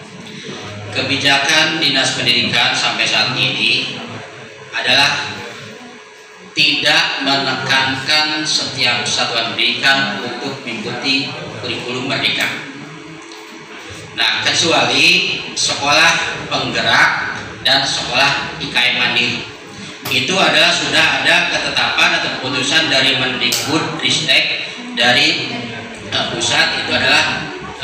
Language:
Indonesian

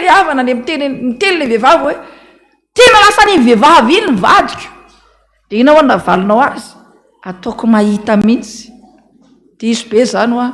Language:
Malagasy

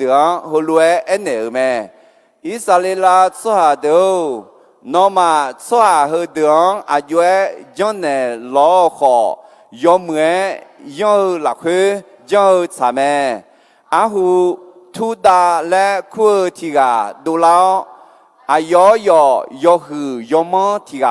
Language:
Akha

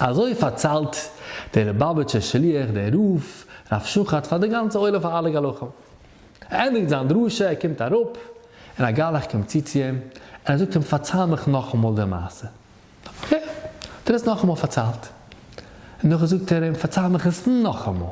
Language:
Yiddish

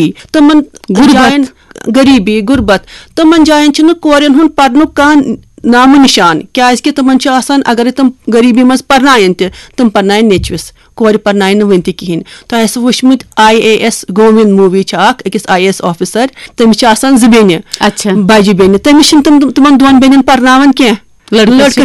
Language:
Kashmiri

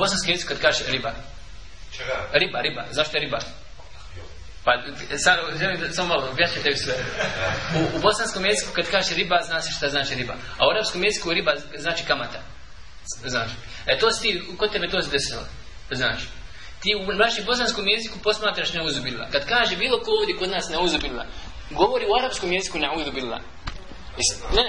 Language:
Bosnian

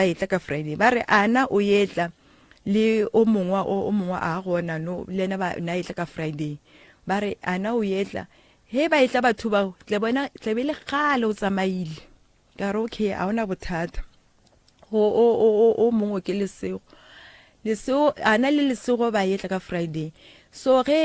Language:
Northern Sotho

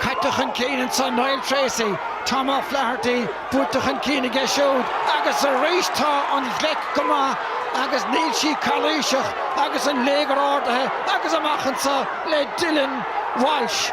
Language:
Irish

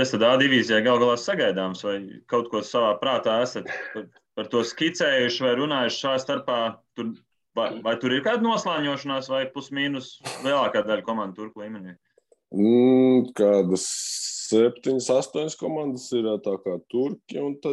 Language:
Latvian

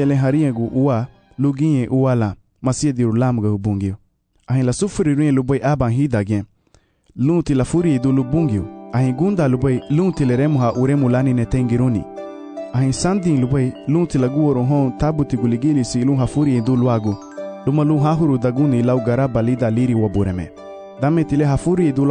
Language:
Garifuna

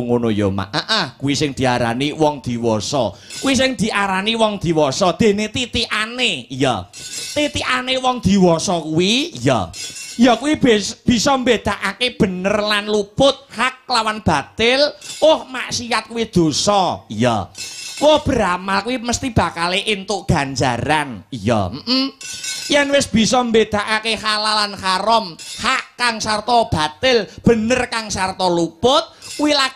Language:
Javanese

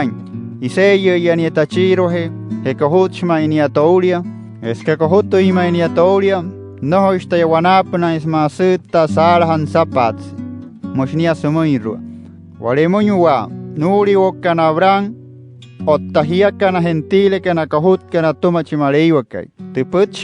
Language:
Wayuu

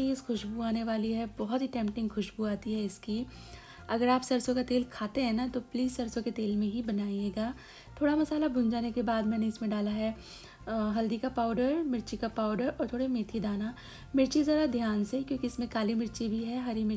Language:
Hindi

